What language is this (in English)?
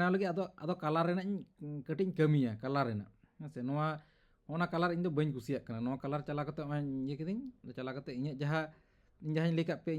Santali